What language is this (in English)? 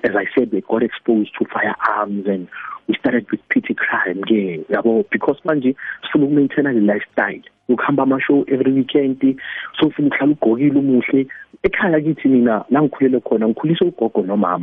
South Ndebele